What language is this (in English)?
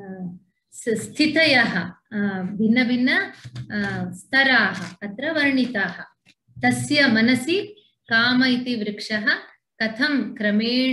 Sanskrit